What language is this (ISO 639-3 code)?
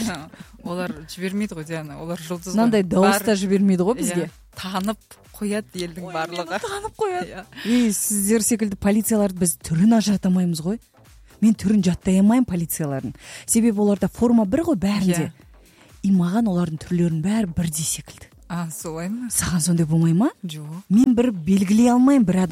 kaz